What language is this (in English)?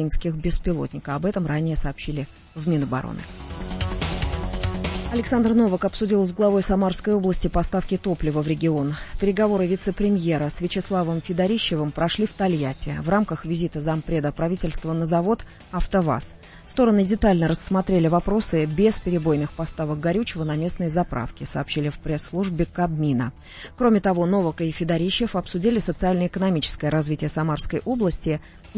Russian